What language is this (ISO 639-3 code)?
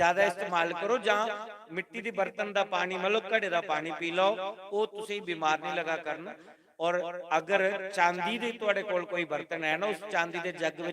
doi